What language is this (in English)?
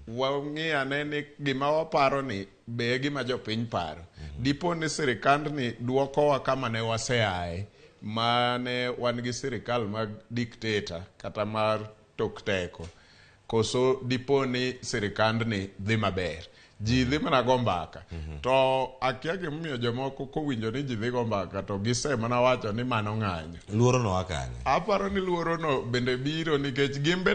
Luo (Kenya and Tanzania)